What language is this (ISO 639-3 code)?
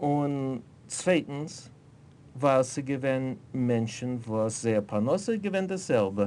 yid